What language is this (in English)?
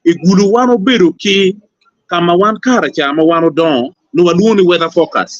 Acoli